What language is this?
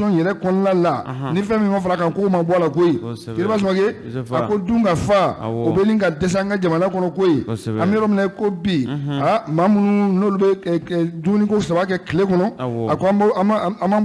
Bambara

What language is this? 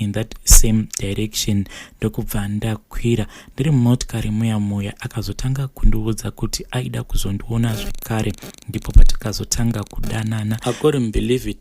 Shona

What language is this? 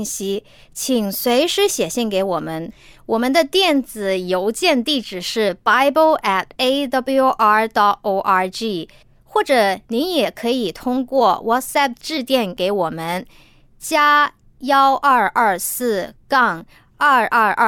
Chinese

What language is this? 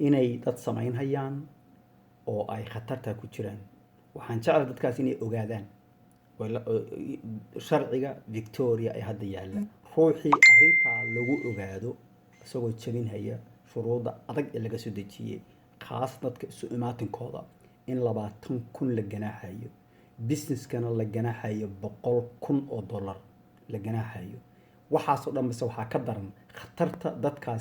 Somali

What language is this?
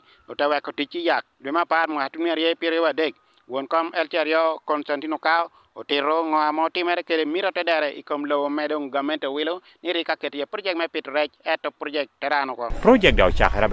Acoli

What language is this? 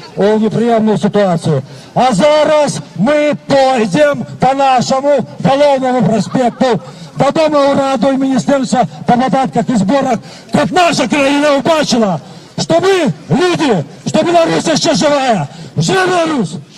Belarusian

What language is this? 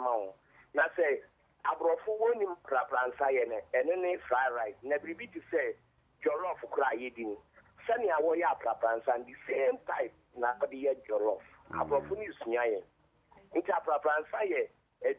Akan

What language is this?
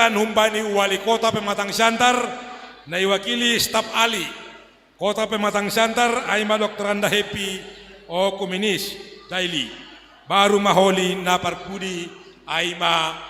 Batak Simalungun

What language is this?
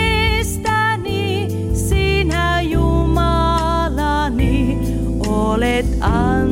Finnish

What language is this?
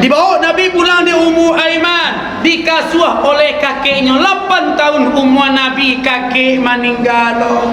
Minangkabau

